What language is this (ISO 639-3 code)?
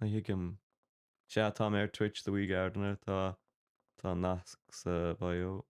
gle